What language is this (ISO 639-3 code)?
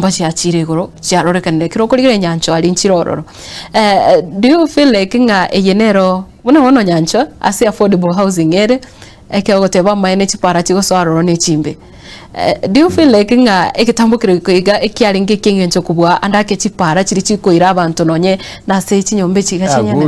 guz